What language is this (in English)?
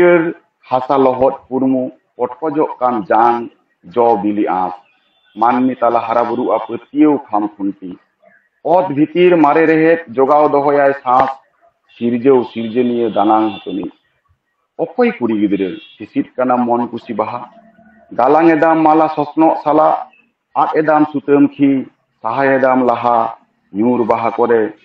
Santali